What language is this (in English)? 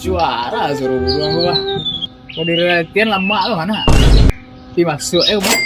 Minangkabau